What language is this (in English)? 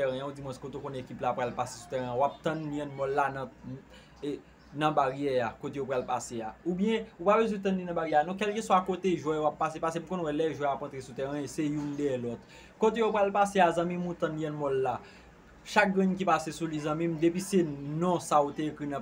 Haitian Creole